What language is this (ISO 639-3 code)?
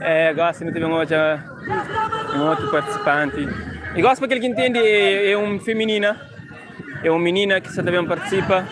kea